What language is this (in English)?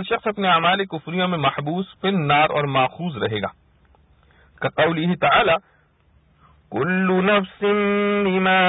Urdu